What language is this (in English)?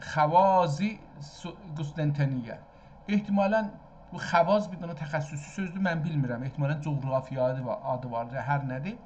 South Azerbaijani